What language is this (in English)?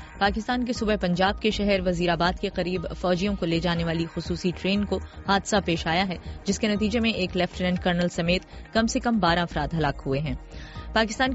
Urdu